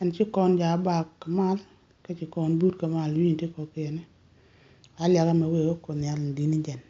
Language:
Nuer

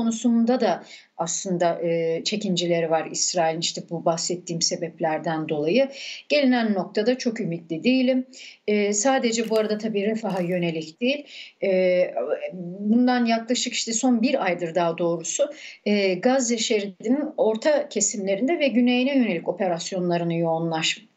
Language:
Turkish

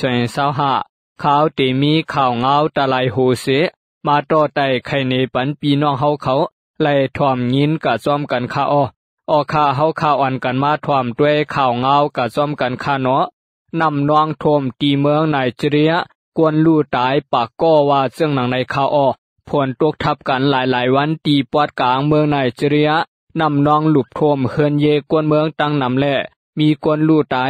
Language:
Shan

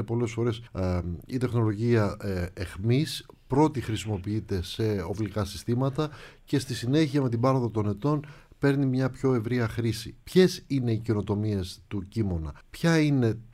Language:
Greek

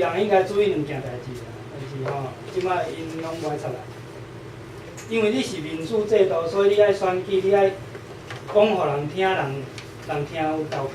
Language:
Min Nan Chinese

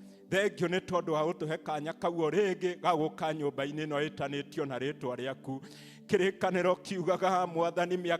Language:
Kikuyu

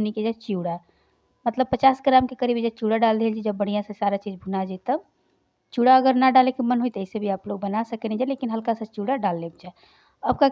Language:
Bhojpuri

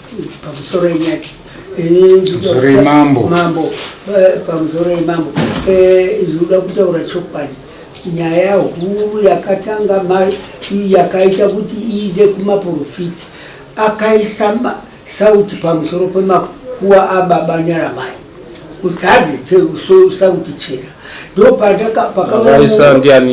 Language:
Shona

